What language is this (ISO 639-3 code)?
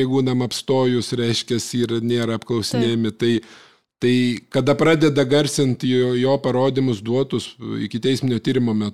lit